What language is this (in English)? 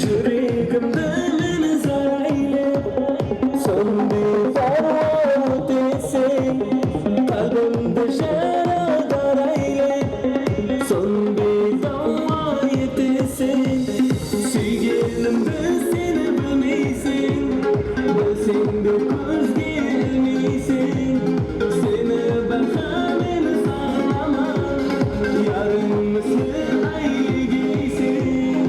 Kara-Kalpak